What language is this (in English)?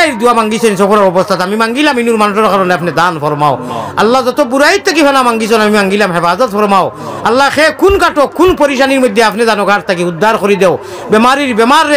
Sylheti